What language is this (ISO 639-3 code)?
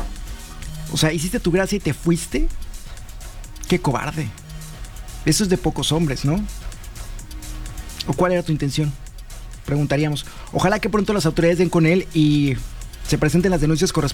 spa